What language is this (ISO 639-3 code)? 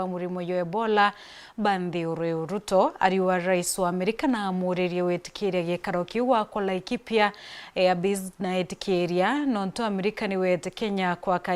mer